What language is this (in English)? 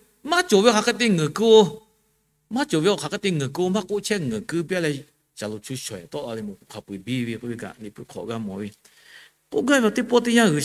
Lahu